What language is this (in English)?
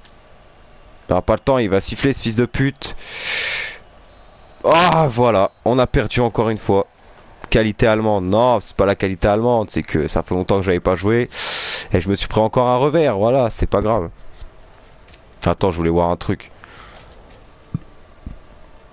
French